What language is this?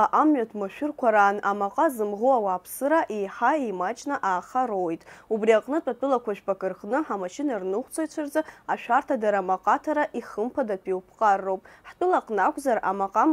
Abkhazian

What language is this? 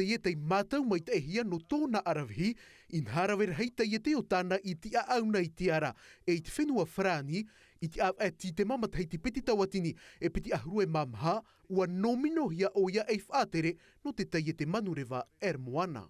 Tahitian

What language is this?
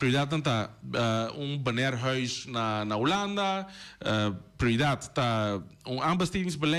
Papiamento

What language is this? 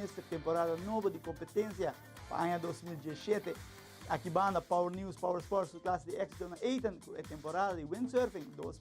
Papiamento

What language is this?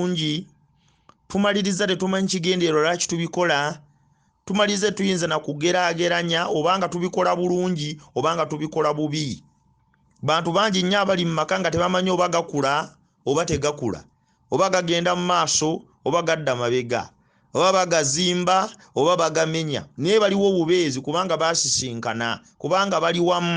Ganda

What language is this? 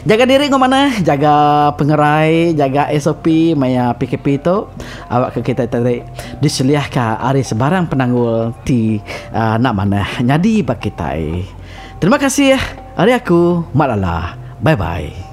Iban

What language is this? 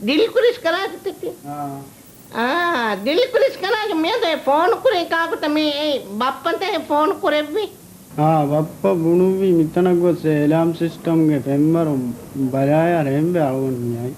Divehi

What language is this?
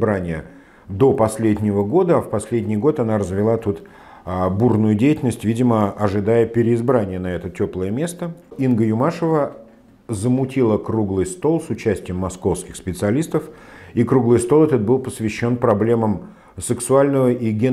Russian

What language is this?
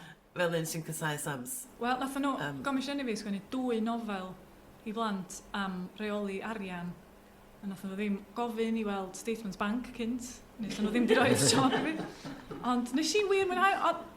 Welsh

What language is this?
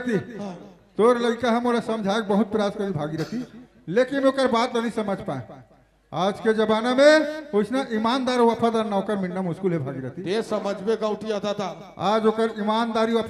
Chhattisgarhi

